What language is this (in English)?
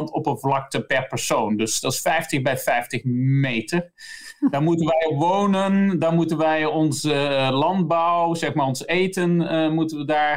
Dutch